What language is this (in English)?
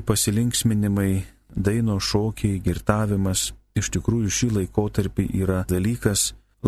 Lithuanian